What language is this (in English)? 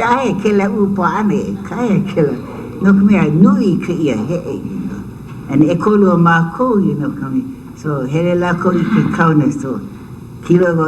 Hawaiian